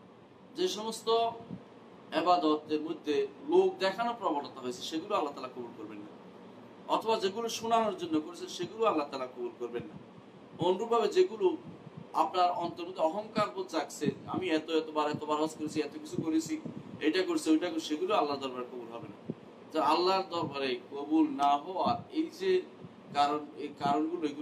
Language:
Bangla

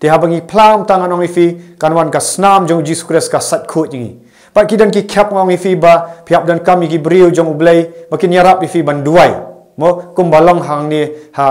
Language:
Khasi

